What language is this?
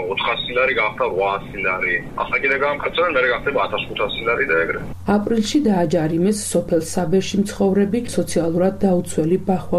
Georgian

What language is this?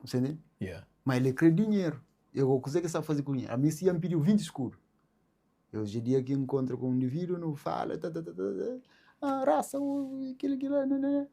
Kabuverdianu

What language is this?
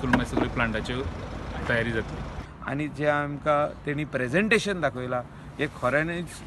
Konkani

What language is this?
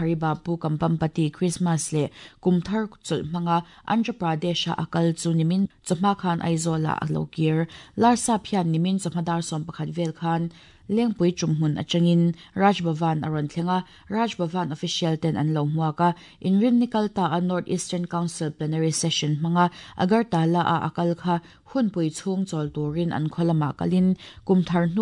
Mizo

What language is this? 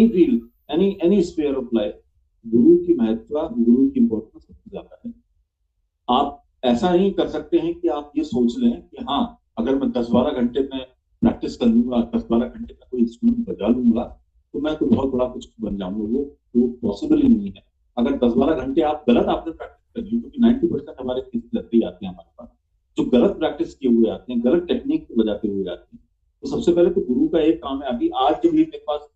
Hindi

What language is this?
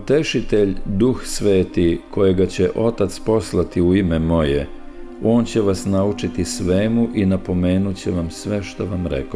Serbian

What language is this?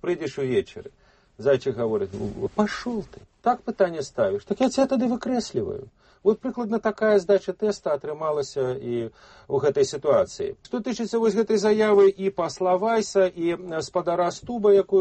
Belarusian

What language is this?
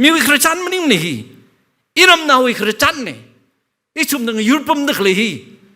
Tangkhul Naga (India)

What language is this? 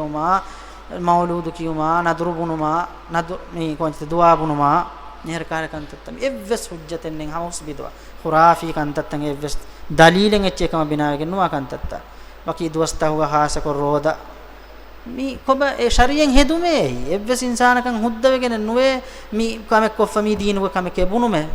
Divehi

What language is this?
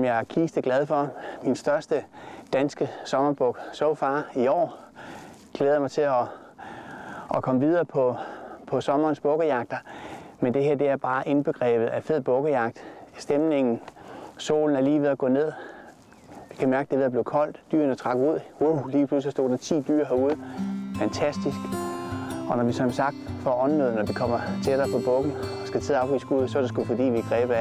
Danish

